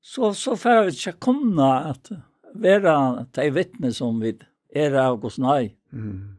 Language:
Faroese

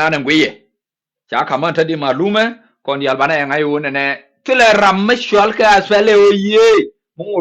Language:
Nuer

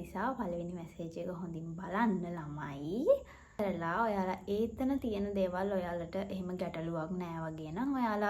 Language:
Sinhala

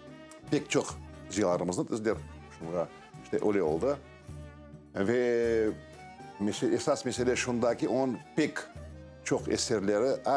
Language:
Crimean Tatar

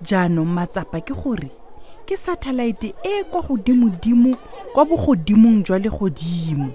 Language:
Tswana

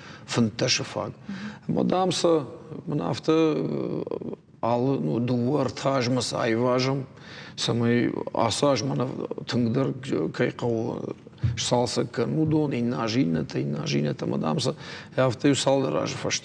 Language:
Ossetic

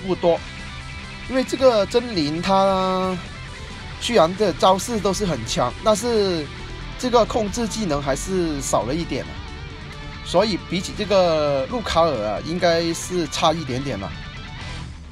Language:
Chinese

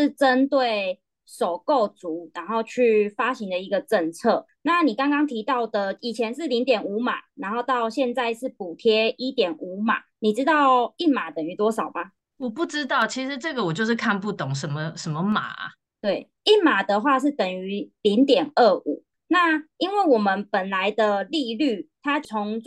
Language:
Chinese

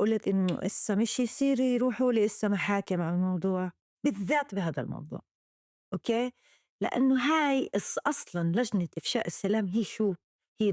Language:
North Levantine Arabic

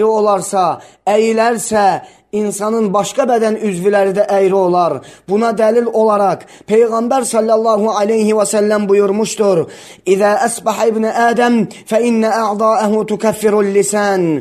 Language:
Azerbaijani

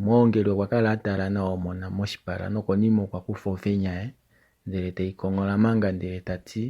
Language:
Kuanyama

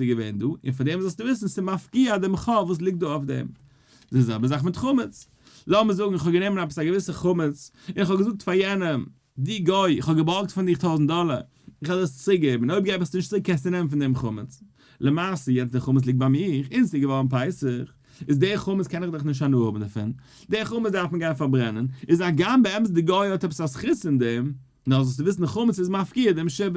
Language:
Yiddish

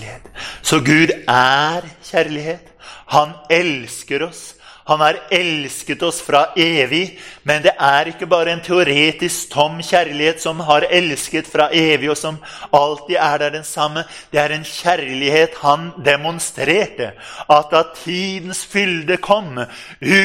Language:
Norwegian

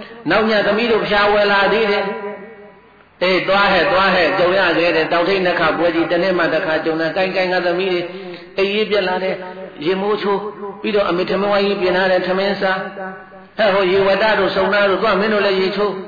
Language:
Burmese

